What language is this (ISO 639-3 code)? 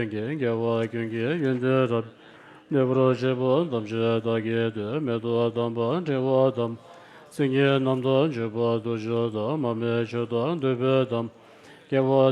bod